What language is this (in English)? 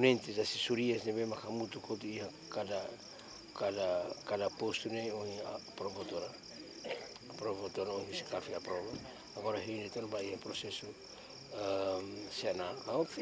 Tetum